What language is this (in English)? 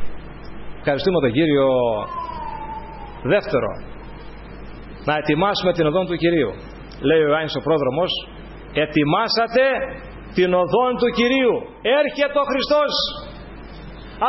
Greek